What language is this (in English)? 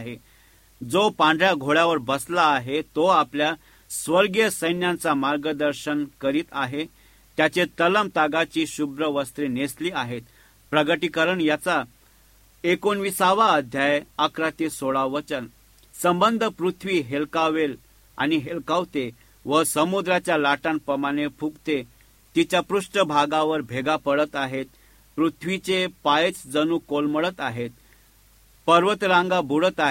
Marathi